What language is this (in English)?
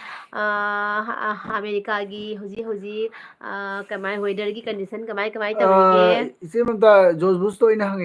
Manipuri